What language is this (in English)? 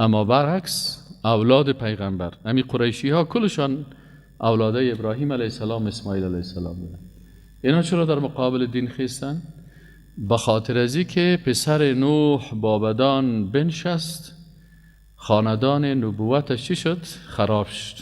Persian